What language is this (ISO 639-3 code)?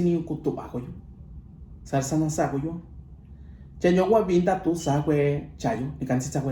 mix